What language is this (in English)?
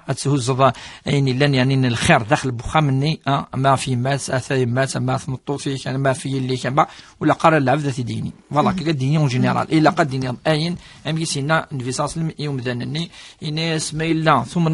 Kabyle